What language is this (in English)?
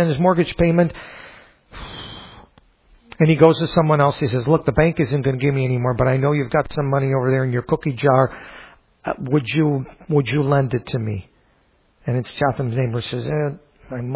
English